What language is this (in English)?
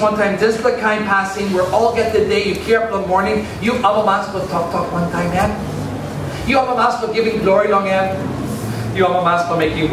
Tok Pisin